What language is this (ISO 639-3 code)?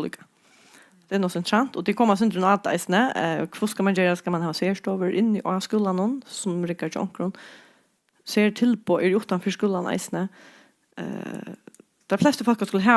fao